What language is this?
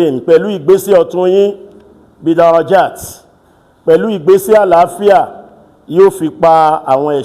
Yoruba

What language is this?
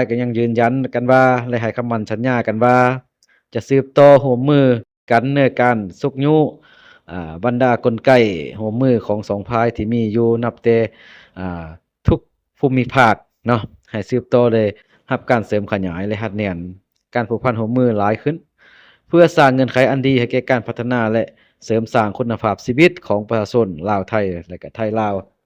Lao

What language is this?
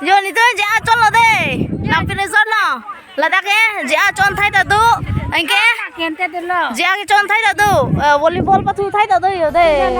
Karbi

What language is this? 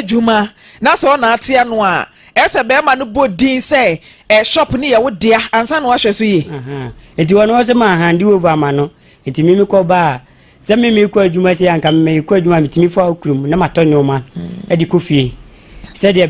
Akan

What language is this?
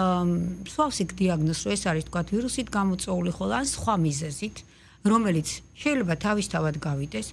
Georgian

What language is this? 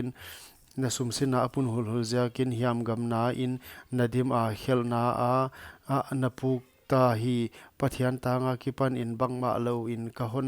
Paite Chin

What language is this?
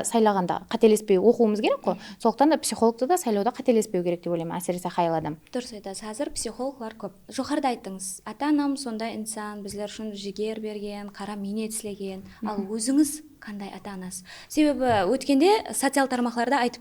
Kara-Kalpak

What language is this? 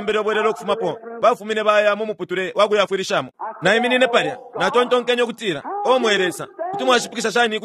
Bemba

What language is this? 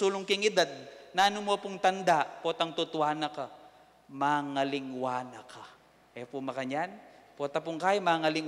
Pampanga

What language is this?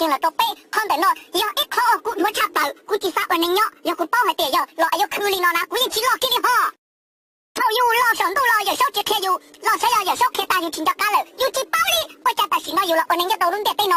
Hmong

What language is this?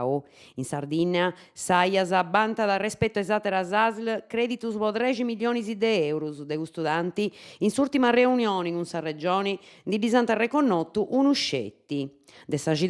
Sardinian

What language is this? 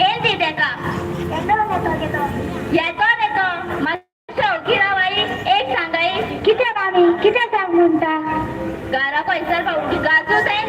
Konkani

